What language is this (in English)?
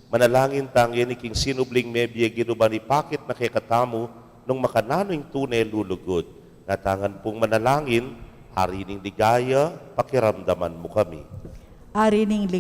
Pampanga